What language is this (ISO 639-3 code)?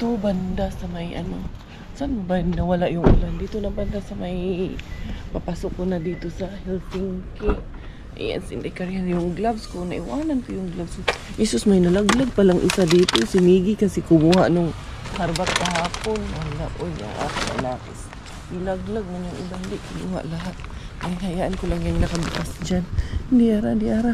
fil